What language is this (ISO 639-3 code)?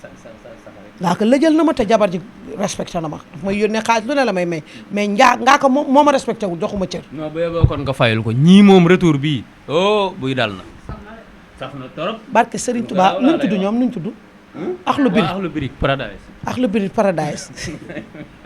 wol